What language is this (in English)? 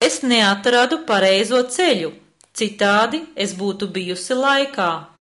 Latvian